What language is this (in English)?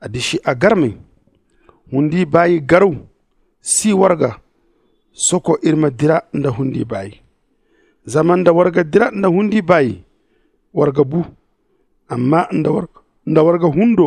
Zarma